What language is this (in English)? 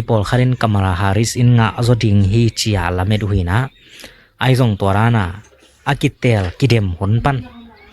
Tedim Chin